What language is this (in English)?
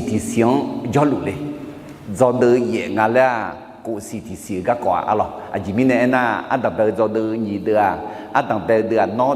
Akha